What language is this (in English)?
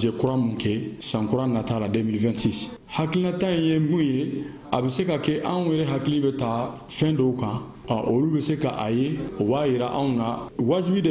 Bambara